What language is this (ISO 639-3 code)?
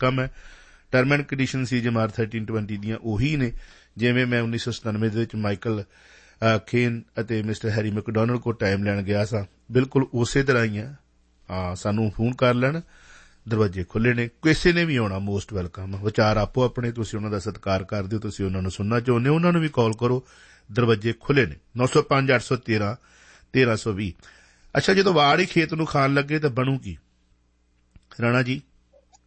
pan